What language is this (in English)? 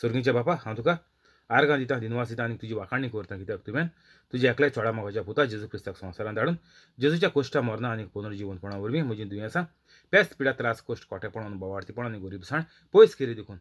Konkani